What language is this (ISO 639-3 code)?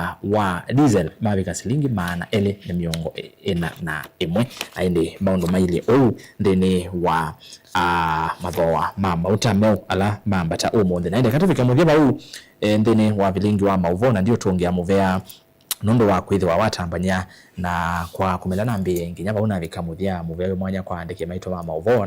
kam